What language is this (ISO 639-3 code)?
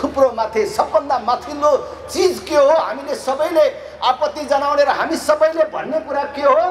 nep